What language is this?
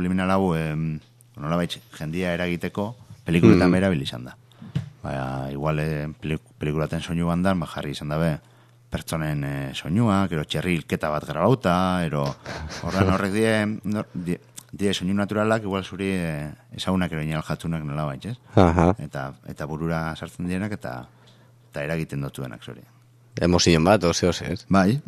Basque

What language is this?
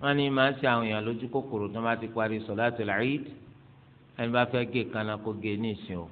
Yoruba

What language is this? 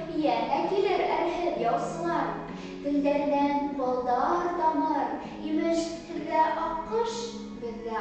Bashkir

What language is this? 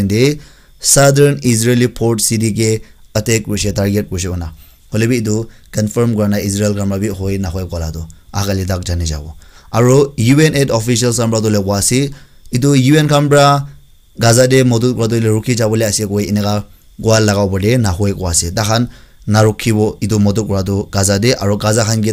Naga Pidgin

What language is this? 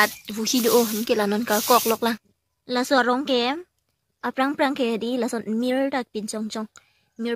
Karbi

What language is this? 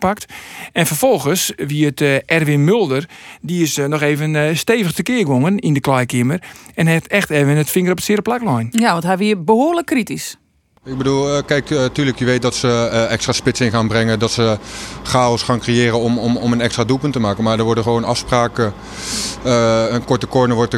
Western Frisian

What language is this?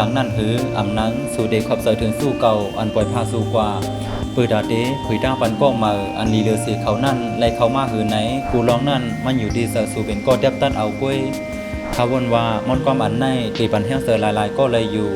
Shan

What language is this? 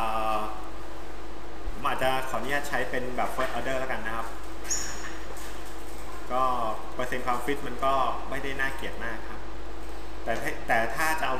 Thai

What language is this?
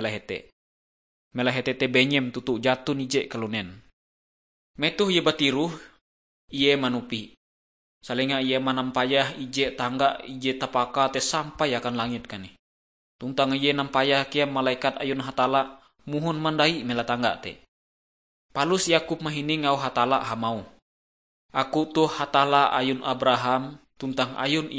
Ngaju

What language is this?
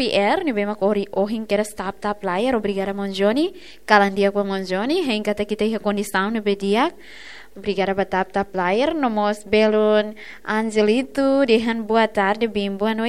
Tetum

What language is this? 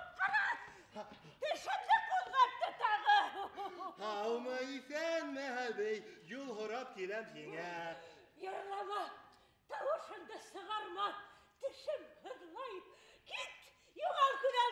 Bashkir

